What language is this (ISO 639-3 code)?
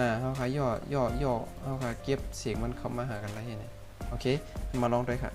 shn